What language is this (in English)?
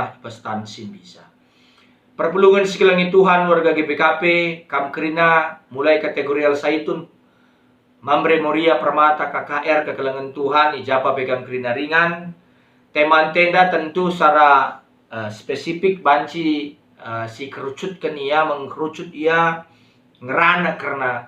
Batak Karo